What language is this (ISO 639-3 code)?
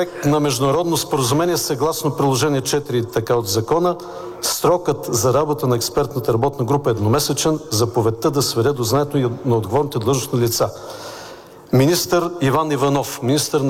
bul